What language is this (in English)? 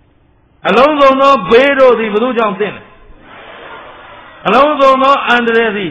Burmese